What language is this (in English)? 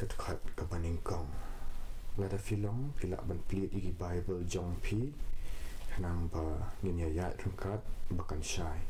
Khasi